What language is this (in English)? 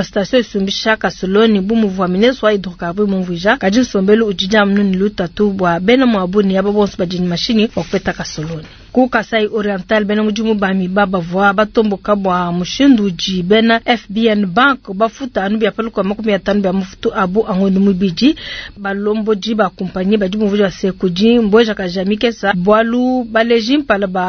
Luba-Lulua